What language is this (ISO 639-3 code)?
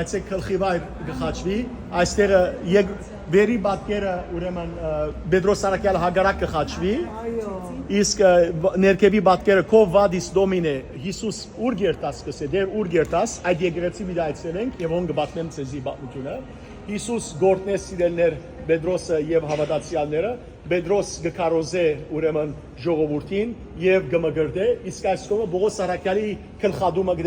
hyw